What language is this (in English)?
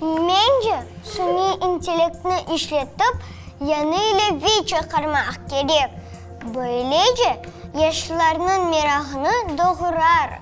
Crimean Tatar